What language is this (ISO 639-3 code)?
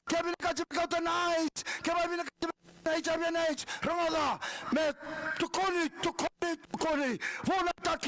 fij